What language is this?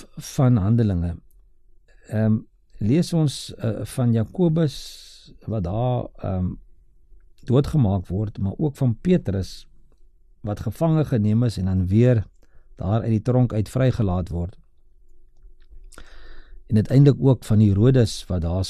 Afrikaans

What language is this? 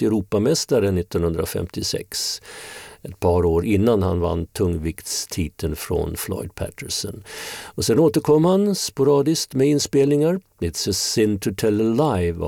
Swedish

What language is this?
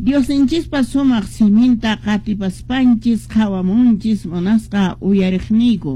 Quechua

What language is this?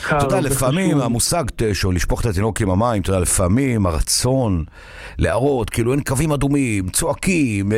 Hebrew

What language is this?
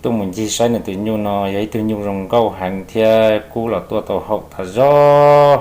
Hmong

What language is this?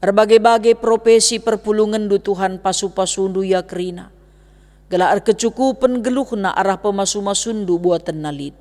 Batak Karo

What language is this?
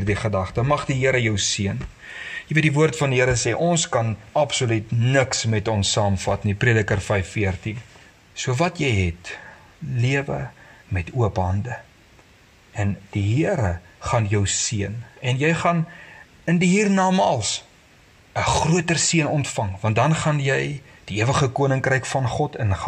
Afrikaans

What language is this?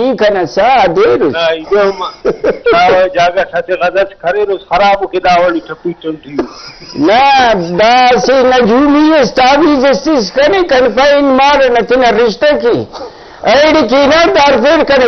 Brahui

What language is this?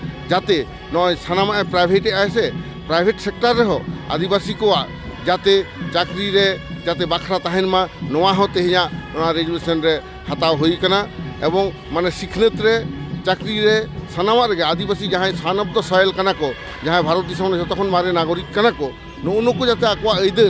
Santali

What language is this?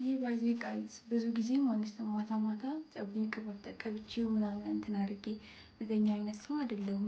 Amharic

